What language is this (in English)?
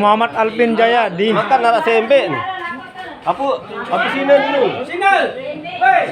Sasak